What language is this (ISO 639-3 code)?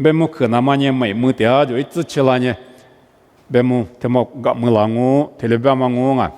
lis